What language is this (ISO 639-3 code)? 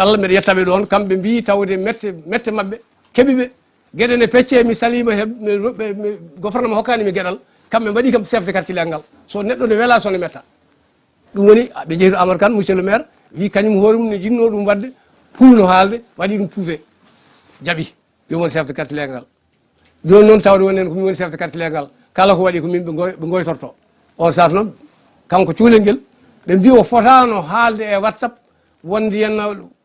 ful